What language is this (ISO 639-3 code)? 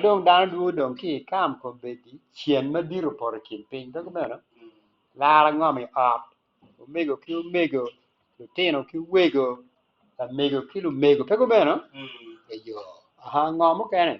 ach